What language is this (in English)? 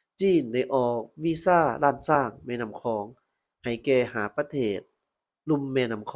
Lao